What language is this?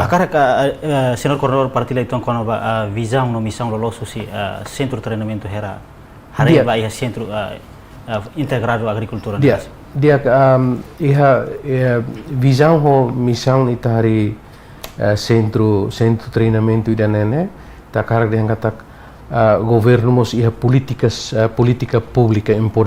Tetum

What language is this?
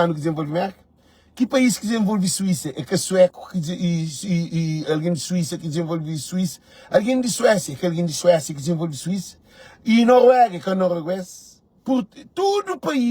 Kabuverdianu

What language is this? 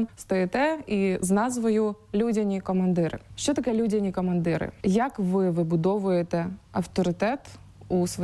Ukrainian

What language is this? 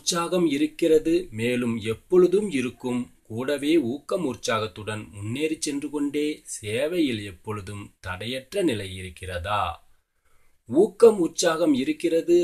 Tamil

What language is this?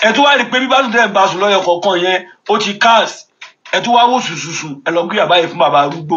Yoruba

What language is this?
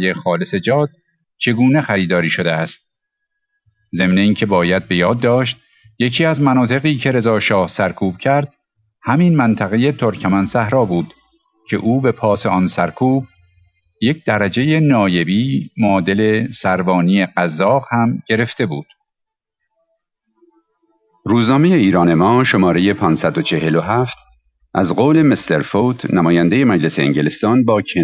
Persian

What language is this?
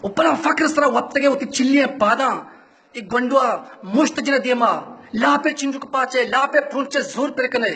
Baluchi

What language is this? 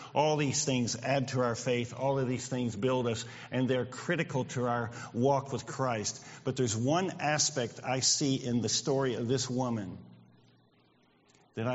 English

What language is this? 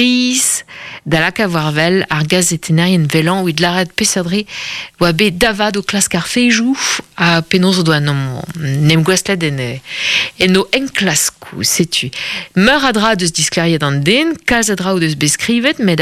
Breton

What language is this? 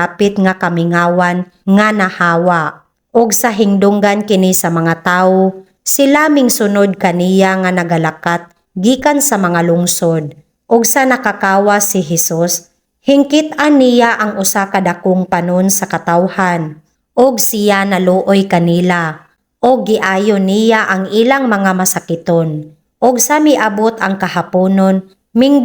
Cebuano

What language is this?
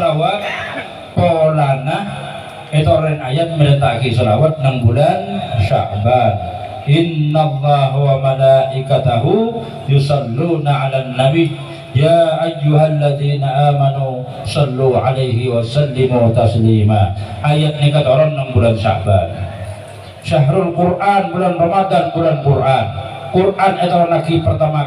Madurese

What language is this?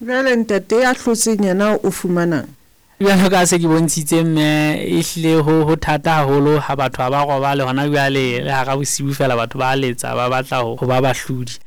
Southern Sotho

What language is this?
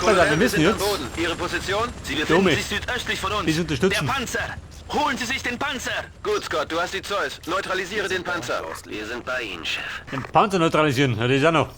Bavarian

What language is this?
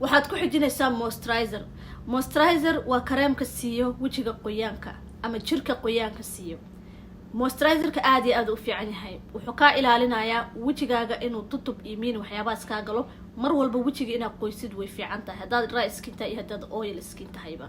Somali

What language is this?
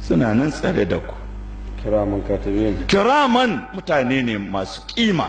Hausa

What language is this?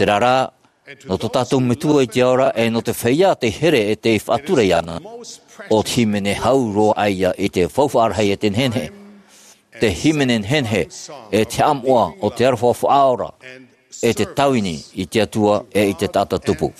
Tahitian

